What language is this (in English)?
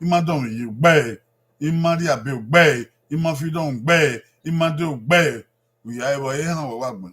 Bini